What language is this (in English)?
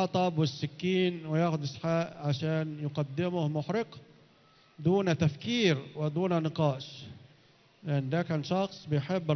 Egyptian Arabic